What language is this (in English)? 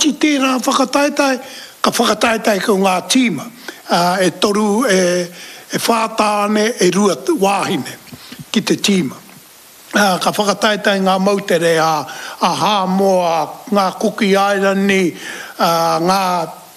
Māori